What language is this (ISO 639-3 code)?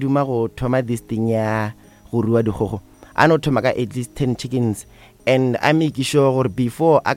nso